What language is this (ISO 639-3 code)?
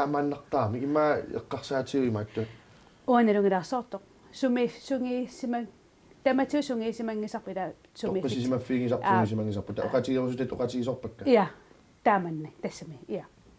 kal